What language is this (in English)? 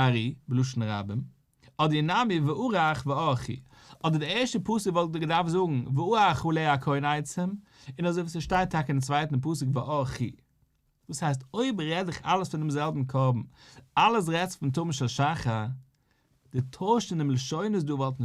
Yiddish